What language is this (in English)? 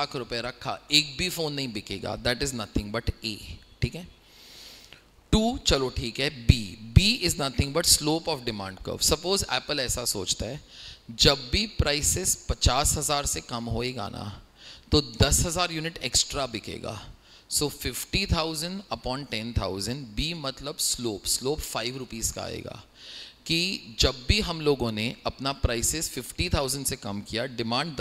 Hindi